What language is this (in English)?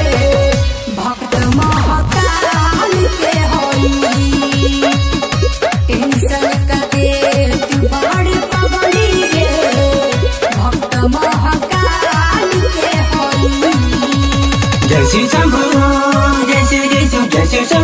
Bhojpuri